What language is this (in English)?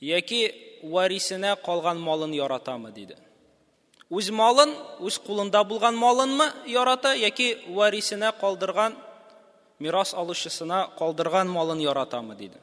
Tatar